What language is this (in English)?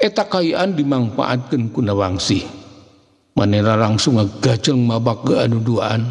Sundanese